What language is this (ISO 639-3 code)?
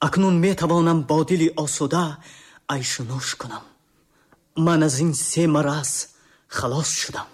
tgk